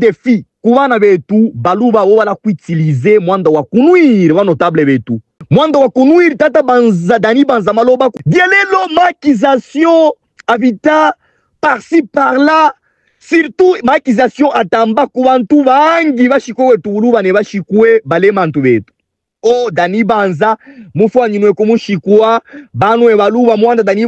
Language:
Luba-Katanga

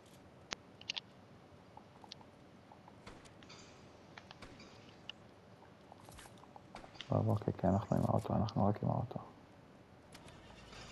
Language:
Hebrew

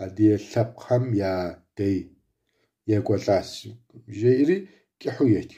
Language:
Kabardian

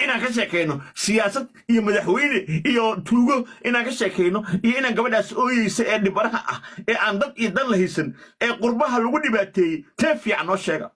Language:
Somali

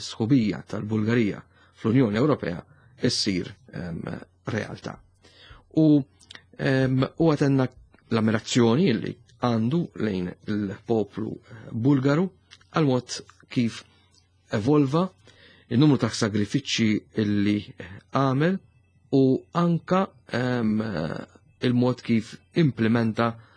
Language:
Maltese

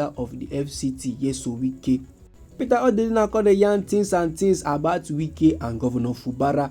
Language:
Nigerian Pidgin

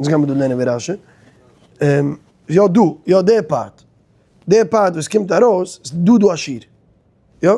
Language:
Yiddish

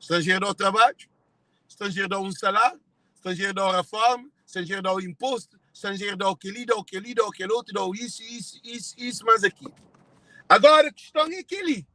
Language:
Kabuverdianu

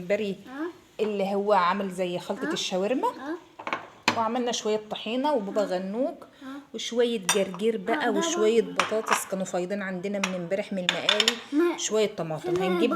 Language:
Egyptian Arabic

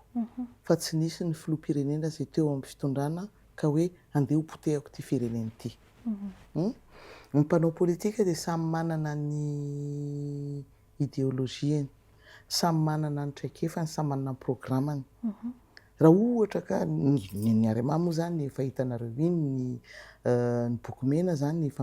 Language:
Malagasy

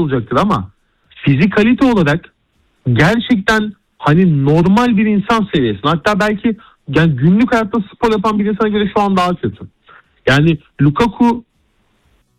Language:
Turkish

